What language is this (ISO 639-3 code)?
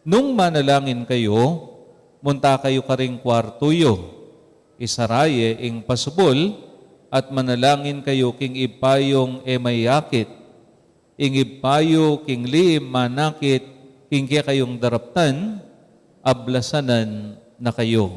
pam